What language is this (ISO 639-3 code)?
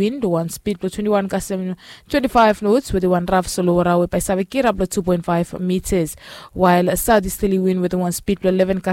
bis